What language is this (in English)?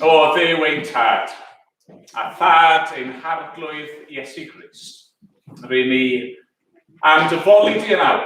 Welsh